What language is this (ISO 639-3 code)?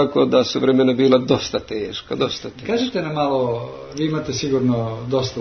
hrv